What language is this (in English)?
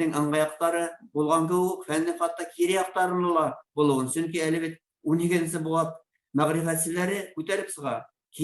Bashkir